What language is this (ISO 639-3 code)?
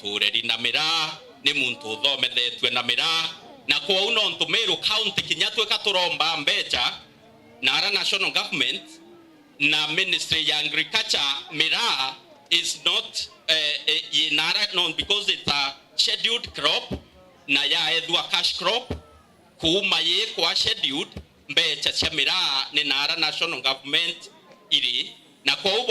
mer